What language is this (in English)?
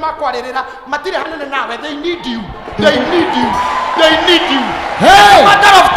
Kikuyu